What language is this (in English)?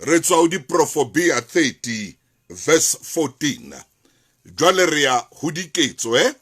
Southern Sotho